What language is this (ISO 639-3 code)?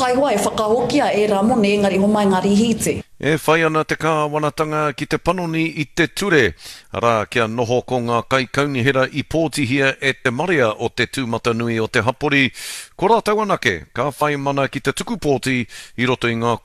mri